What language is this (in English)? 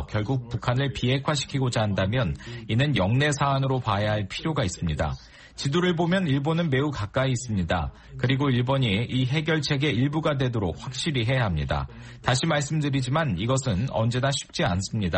Korean